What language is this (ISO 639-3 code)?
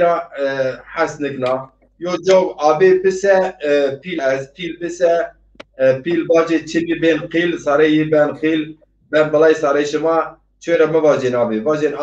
zza